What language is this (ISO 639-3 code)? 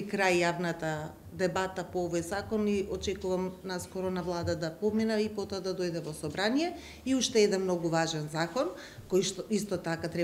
mkd